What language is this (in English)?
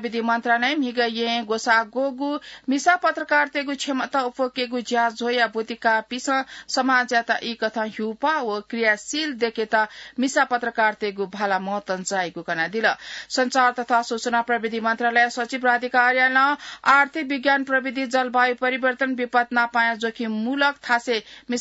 Newari